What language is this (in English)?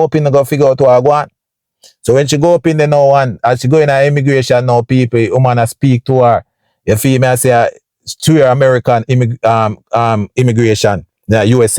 Jamaican Creole English